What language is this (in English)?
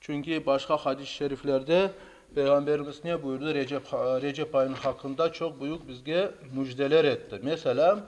Crimean Tatar